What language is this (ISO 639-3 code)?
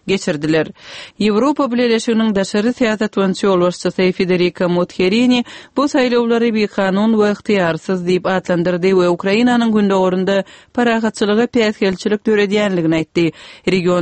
tuk